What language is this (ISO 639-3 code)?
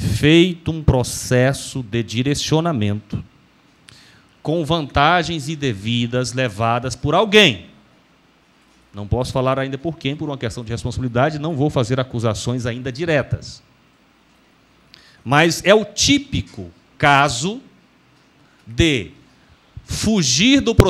por